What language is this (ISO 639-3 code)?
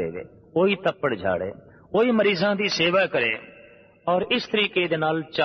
pan